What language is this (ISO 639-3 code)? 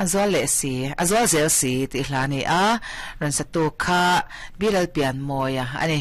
lus